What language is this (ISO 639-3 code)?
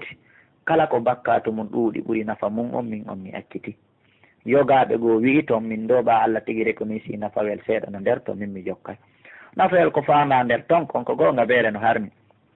fuf